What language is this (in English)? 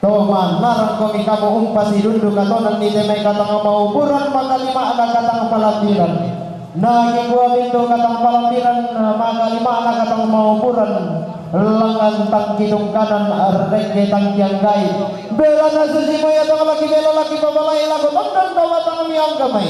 Toraja-Sa'dan